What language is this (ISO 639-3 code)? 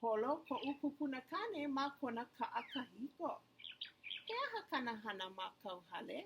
haw